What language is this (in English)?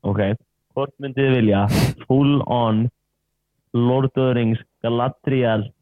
Icelandic